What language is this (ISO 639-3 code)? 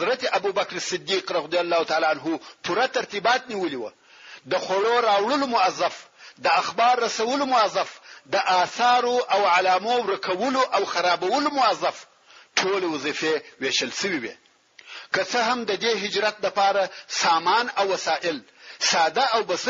pus